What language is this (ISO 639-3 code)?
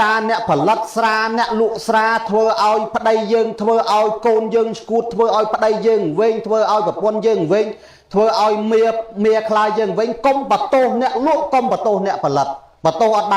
khm